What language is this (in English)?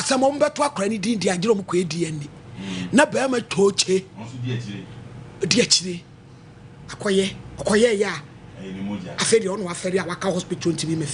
Akan